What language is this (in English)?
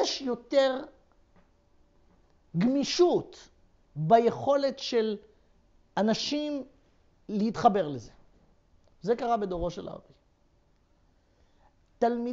Hebrew